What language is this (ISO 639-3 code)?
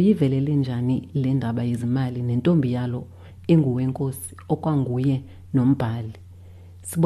xho